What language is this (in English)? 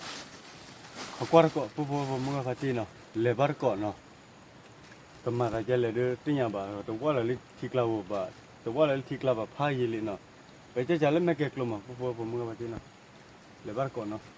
S'gaw Karen